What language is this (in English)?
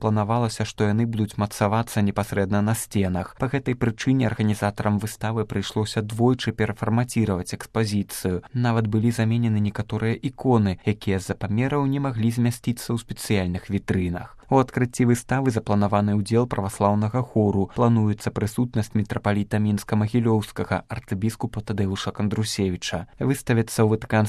Belarusian